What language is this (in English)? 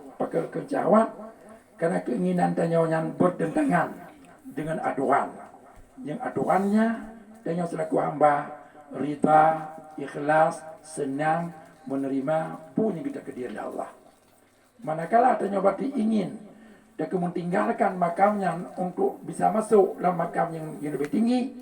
Achinese